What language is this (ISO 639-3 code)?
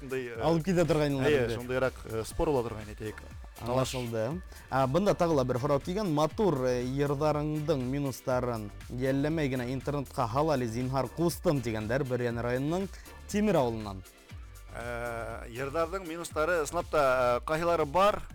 bak